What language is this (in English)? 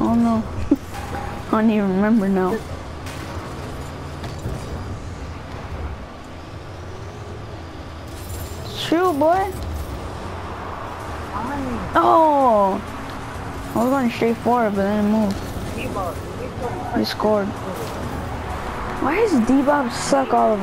English